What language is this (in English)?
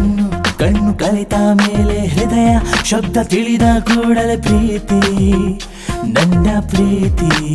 Kannada